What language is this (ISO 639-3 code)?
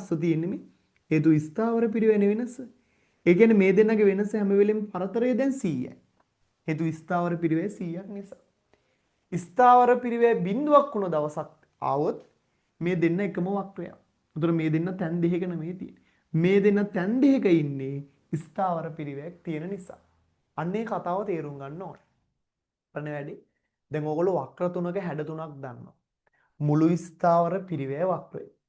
sin